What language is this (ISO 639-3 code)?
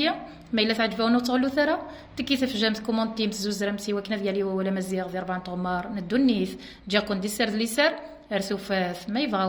kab